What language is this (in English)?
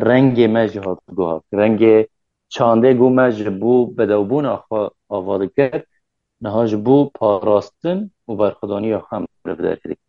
Kurdish